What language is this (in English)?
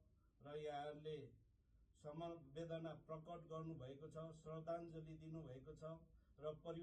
Nepali